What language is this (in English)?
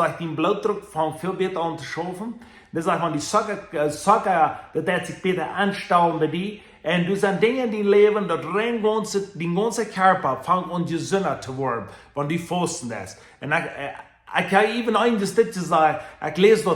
Plautdietsch